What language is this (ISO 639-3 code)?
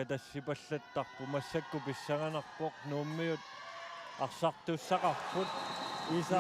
kal